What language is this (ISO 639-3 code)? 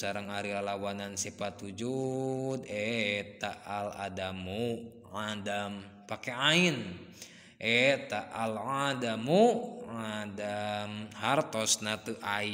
sun